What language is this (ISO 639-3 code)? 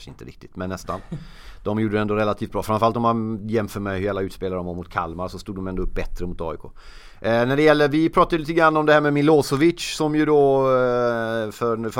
swe